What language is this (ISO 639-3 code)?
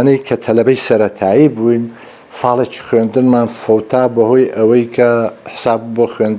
ckb